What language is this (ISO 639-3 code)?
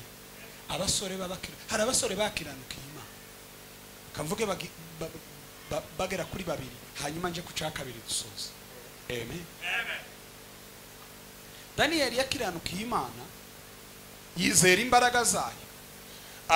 kin